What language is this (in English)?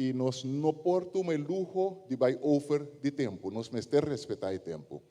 Papiamento